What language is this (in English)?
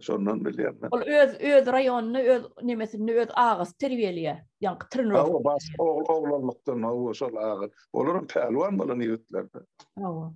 Turkmen